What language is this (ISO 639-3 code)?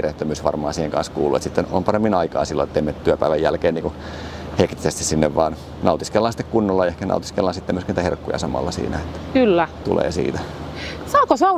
fin